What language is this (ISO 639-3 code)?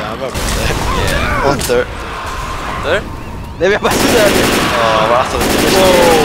fao